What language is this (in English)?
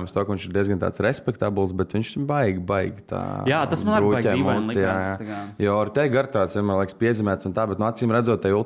Latvian